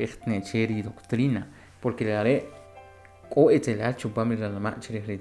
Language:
Kʼicheʼ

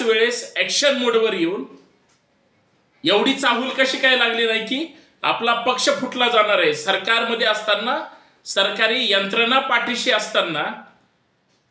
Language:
Marathi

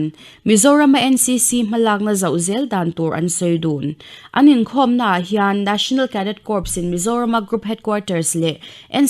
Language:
Mizo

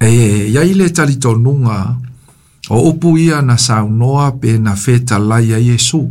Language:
Samoan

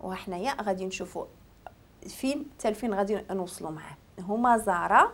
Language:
Moroccan Arabic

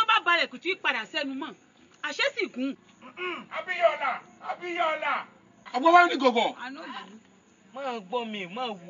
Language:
Yoruba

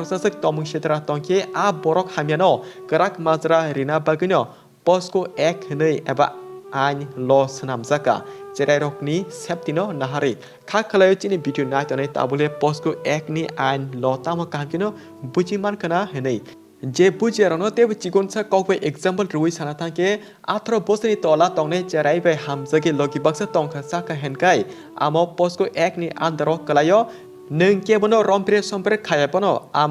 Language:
Kok Borok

